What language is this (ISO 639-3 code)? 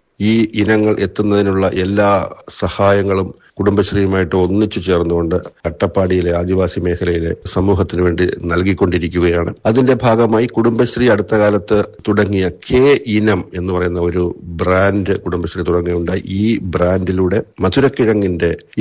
mal